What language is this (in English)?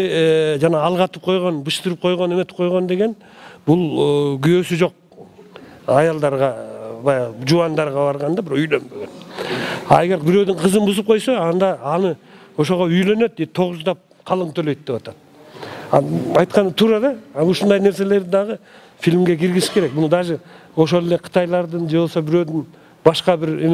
Kyrgyz